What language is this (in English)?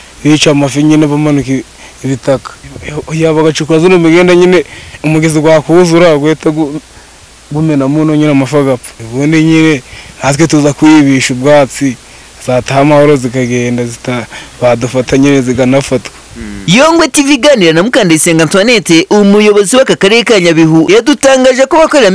Kinyarwanda